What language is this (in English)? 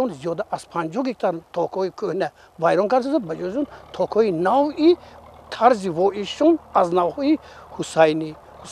Tajik